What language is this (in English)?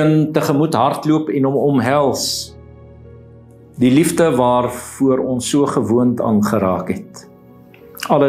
Afrikaans